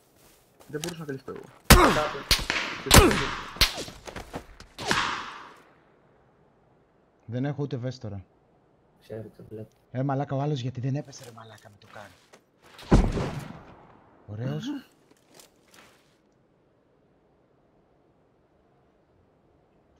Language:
Greek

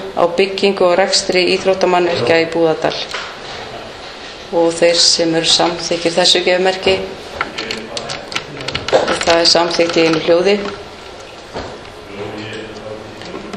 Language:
Icelandic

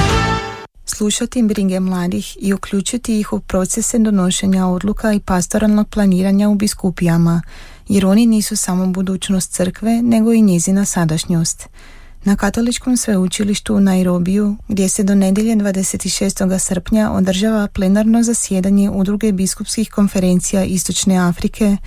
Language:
Croatian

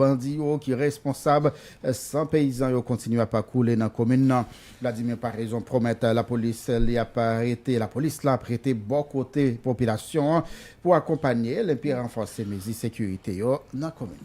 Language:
Haitian Creole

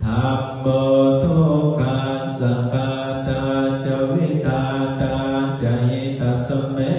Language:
Pali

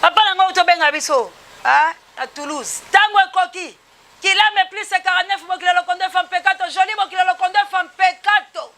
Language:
Lingala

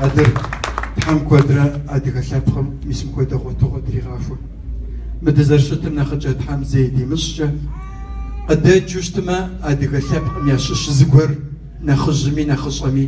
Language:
Kabardian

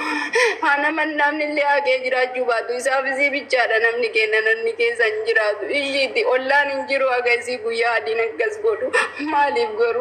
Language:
Oromo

